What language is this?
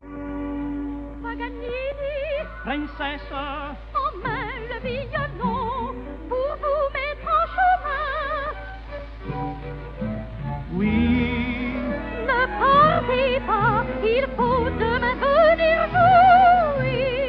Italian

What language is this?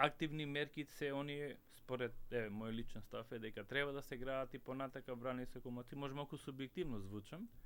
Macedonian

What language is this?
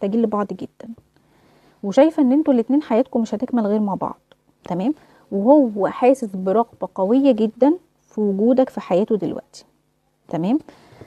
Egyptian Arabic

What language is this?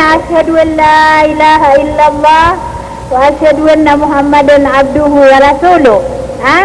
Maranao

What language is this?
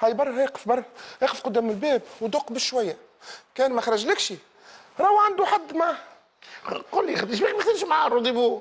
Tunisian Arabic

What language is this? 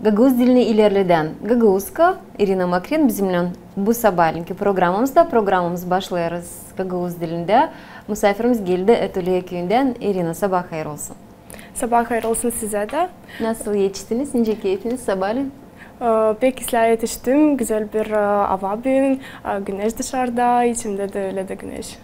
Gagauz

